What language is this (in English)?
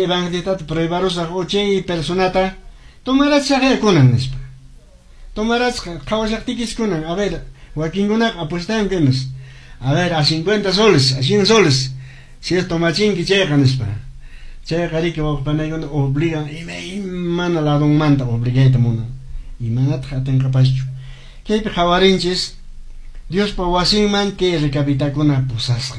Quechua